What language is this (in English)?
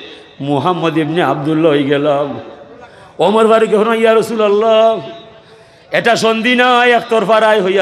Sylheti